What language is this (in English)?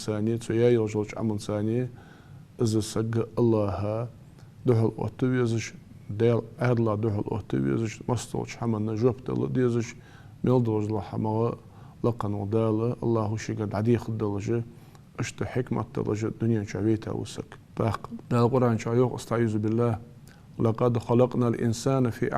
Ingush